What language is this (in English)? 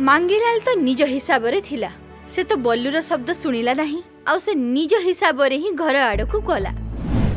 Odia